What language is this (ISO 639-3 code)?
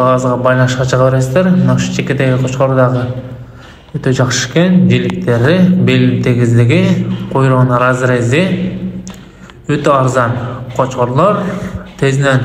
kir